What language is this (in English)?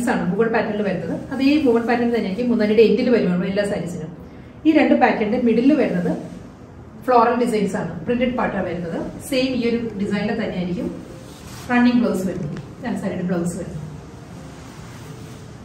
Malayalam